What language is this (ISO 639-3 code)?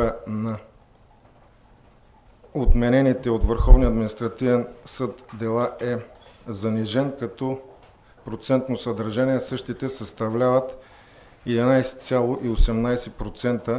bul